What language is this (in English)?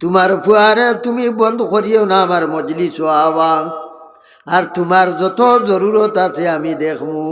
Sylheti